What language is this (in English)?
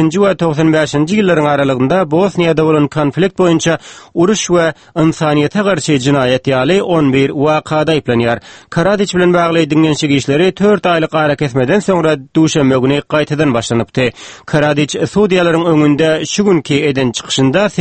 Turkmen